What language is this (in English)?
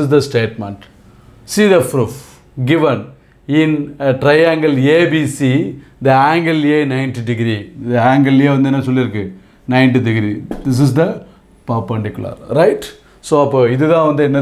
Tamil